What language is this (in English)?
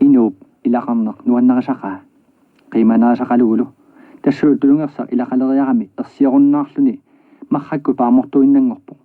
Kalaallisut